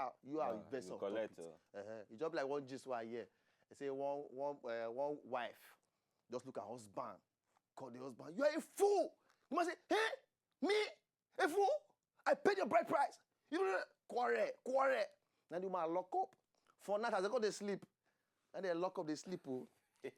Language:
Nigerian Pidgin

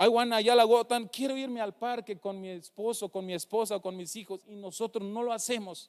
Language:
Tzeltal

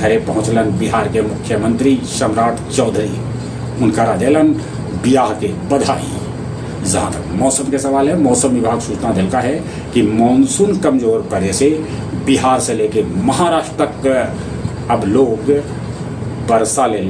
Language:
Magahi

